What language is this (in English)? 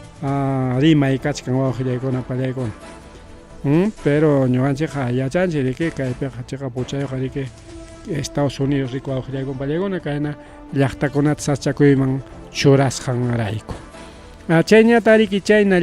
Ayacucho Quechua